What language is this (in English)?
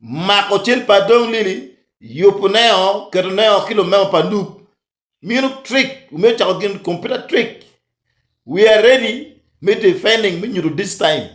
Acoli